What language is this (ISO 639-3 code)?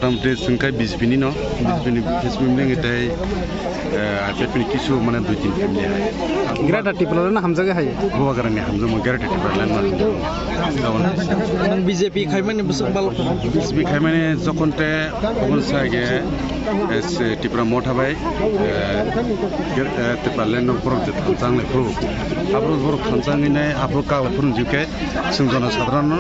trp